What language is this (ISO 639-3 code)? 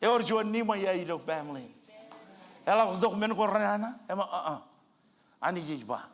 mah